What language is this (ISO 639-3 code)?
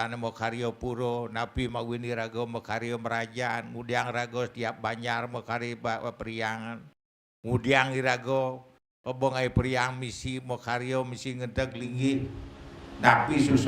ban